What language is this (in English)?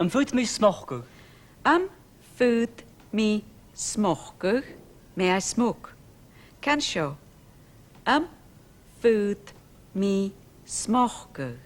Scottish Gaelic